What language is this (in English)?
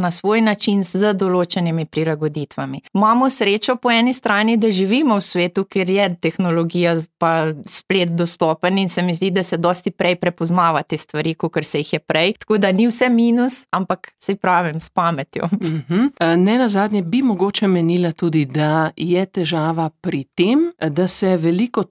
Slovenian